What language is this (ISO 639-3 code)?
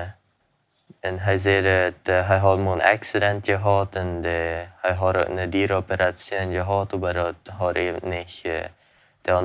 pdt